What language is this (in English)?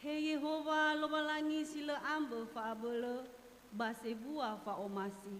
Nias